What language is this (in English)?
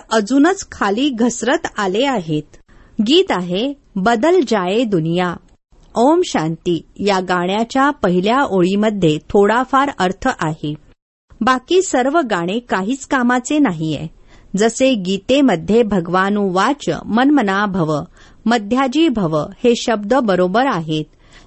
Marathi